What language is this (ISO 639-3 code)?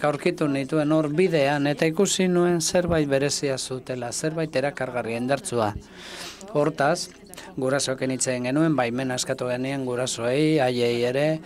eus